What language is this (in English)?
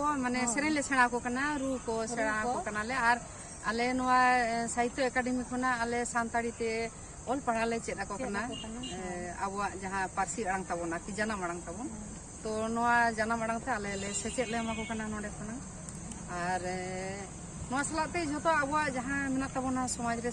Santali